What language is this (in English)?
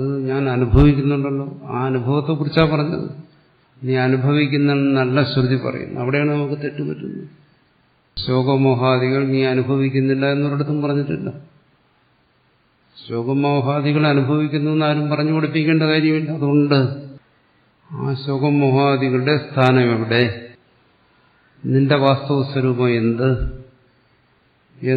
Malayalam